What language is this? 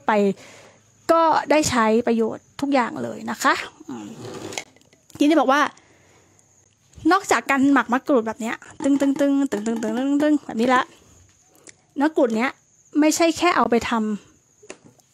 Thai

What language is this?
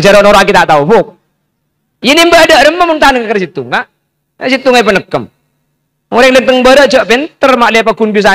Madurese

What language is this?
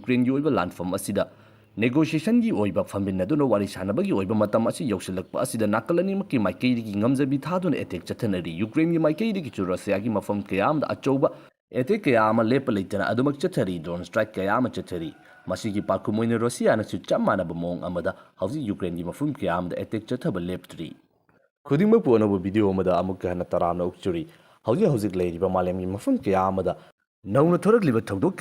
Manipuri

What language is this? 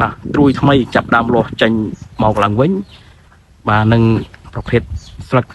Khmer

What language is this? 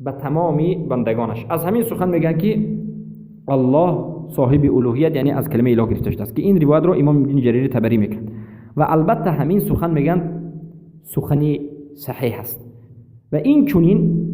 Persian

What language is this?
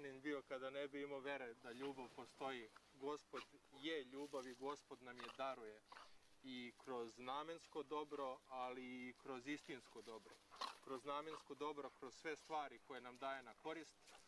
Serbian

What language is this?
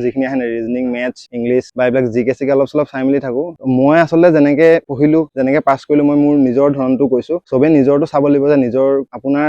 Assamese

